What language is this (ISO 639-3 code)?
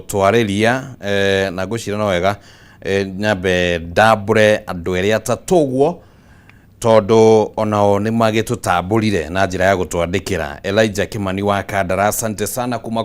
kik